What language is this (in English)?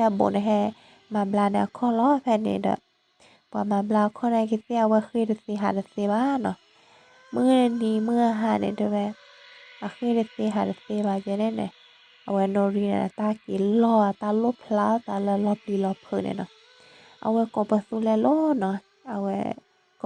S'gaw Karen